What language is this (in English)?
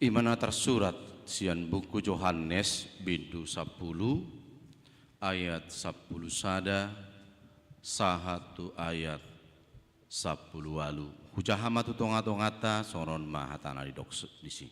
Batak Toba